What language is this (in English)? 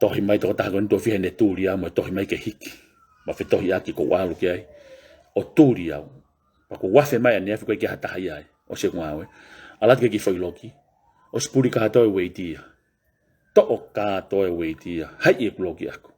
Tongan